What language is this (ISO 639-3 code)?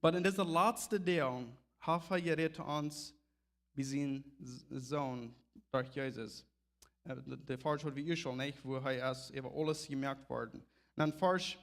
pdt